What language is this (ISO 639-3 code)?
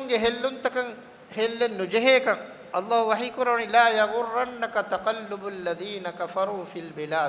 div